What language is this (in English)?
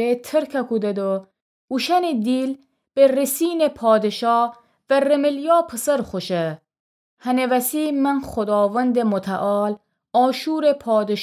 Gilaki